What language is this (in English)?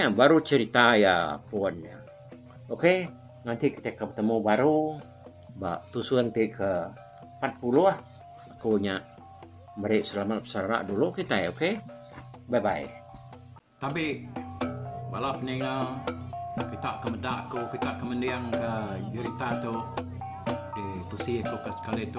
Iban